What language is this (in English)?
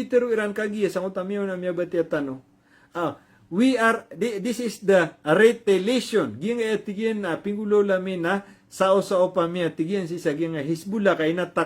Maranao